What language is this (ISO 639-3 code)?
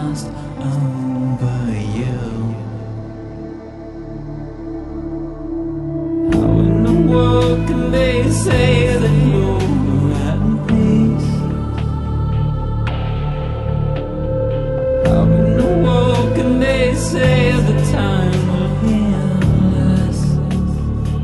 eng